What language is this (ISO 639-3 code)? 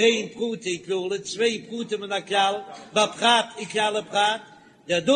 yid